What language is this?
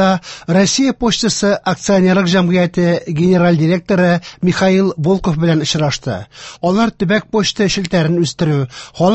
Tatar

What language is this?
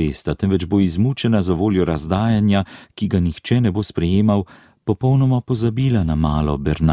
Slovenian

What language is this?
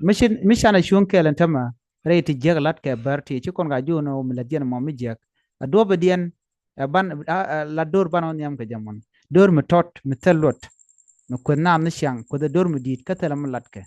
Nuer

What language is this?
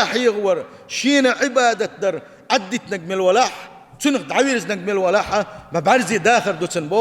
Chechen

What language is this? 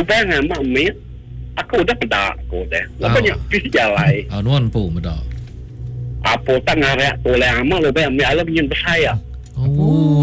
Iban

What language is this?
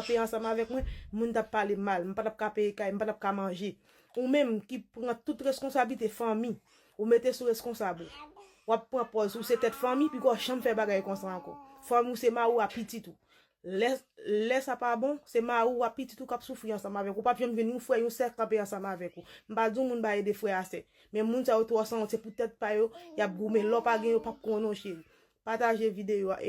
Haitian Creole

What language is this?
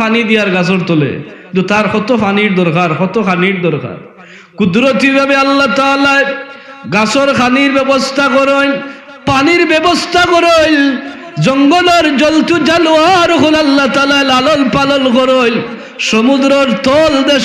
Sylheti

